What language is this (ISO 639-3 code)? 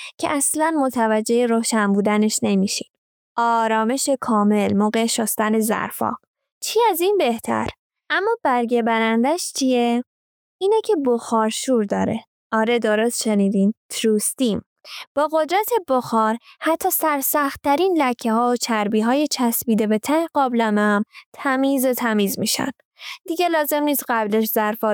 fas